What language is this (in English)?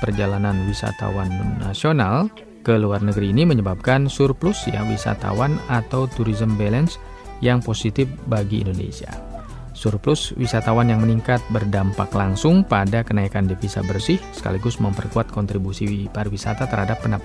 Indonesian